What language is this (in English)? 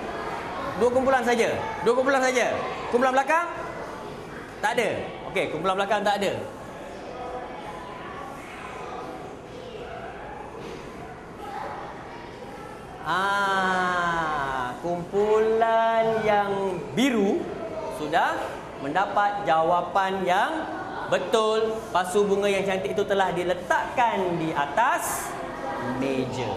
Malay